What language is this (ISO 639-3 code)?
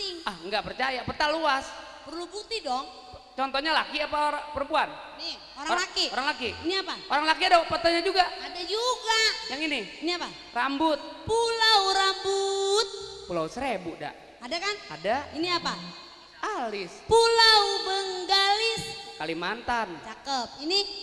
bew